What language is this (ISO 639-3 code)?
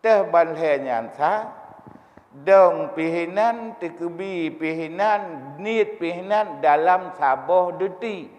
ace